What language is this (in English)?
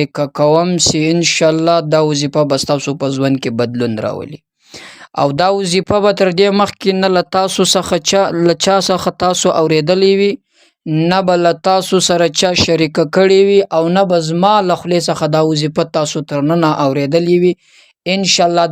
Pashto